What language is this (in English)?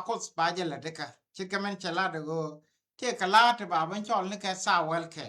Nuer